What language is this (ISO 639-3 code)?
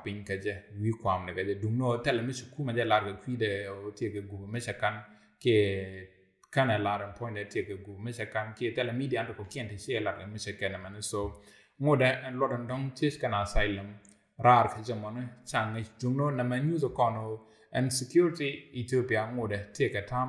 nus